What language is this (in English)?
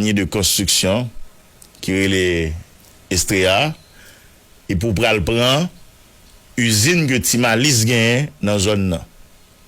Haitian Creole